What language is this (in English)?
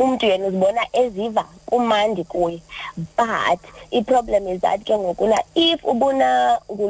Xhosa